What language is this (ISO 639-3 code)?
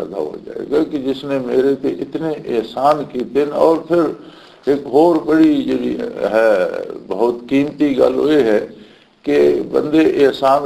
lah